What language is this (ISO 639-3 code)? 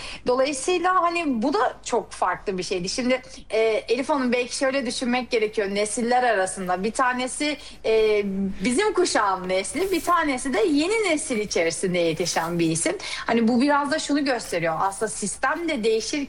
tur